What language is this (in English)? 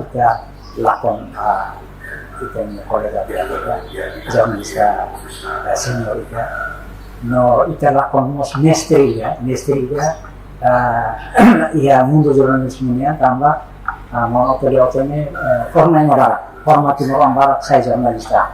Tetum